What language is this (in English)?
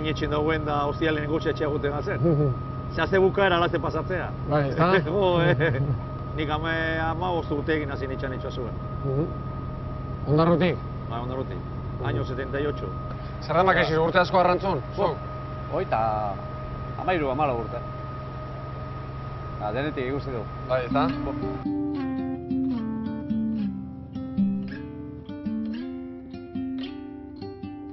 Basque